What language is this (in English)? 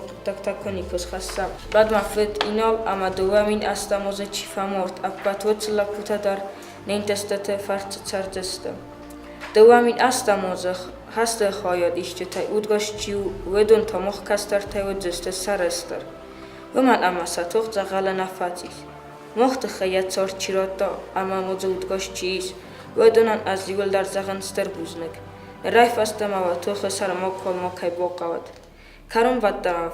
Ossetic